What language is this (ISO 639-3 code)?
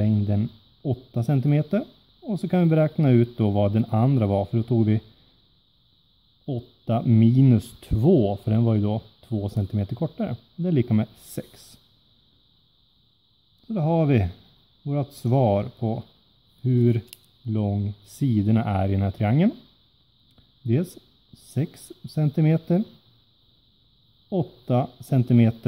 swe